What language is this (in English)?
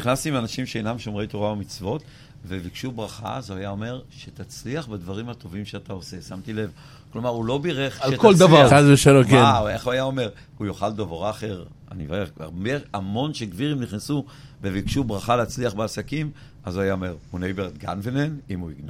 Hebrew